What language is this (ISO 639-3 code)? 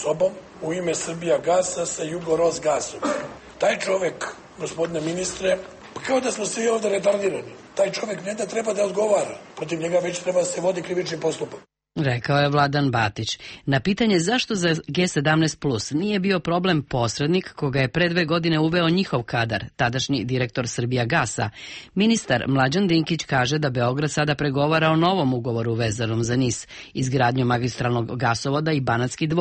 srp